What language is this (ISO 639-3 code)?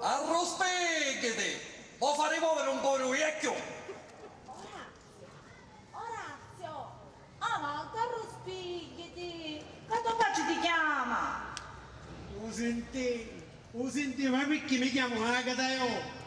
scn